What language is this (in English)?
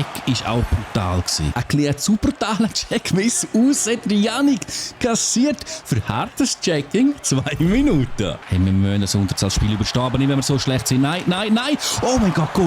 Swiss German